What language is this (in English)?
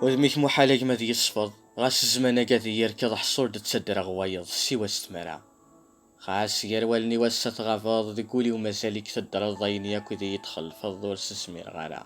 Kabyle